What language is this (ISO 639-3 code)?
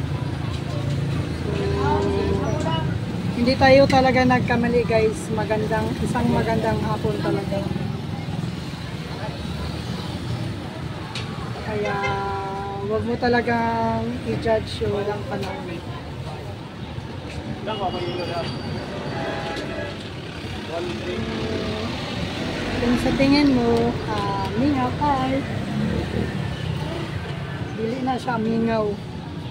fil